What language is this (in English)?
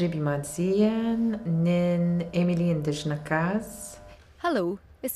Scottish Gaelic